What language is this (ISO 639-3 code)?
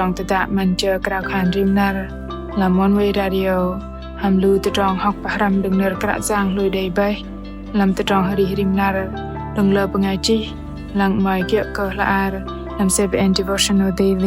bdq